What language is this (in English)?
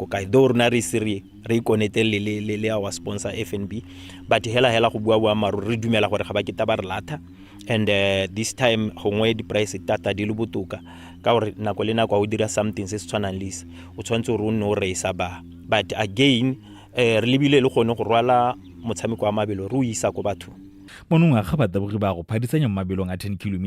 Tswana